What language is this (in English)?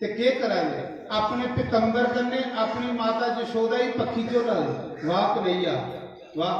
Dogri